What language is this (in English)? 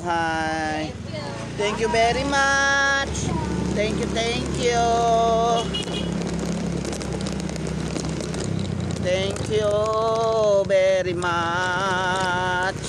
Filipino